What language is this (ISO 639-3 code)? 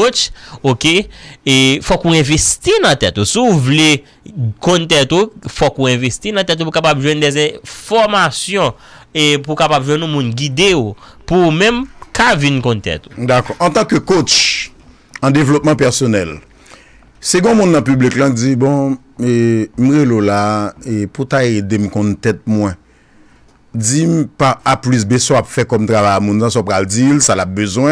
hat